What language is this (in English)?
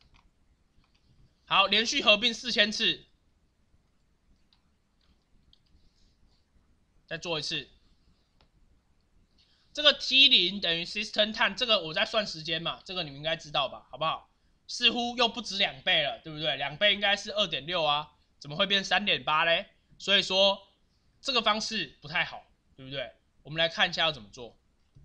Chinese